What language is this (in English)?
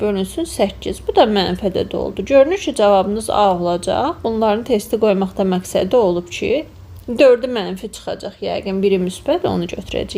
Azerbaijani